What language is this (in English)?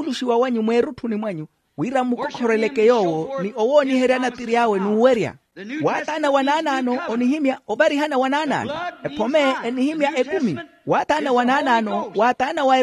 Makhuwa